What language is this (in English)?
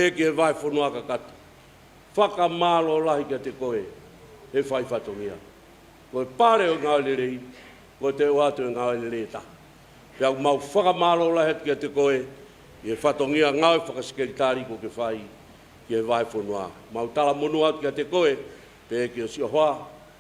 Tongan